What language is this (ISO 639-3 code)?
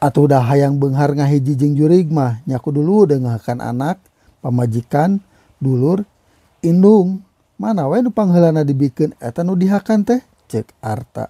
sun